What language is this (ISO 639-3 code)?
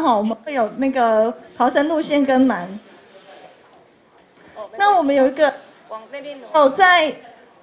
zho